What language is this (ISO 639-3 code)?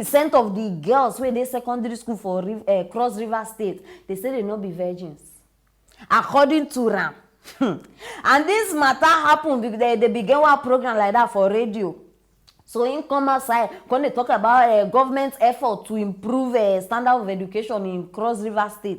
pcm